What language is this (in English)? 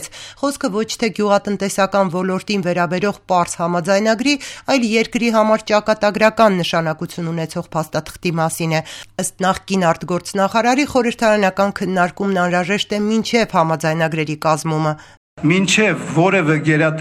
Armenian